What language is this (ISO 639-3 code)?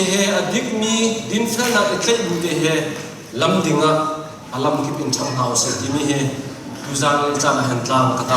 cnh